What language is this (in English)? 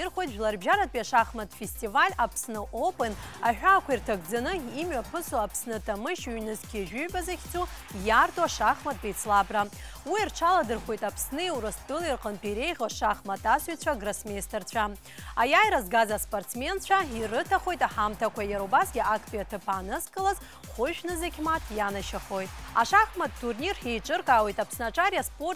Abkhazian